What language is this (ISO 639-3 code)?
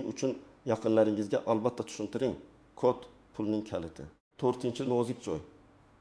uzb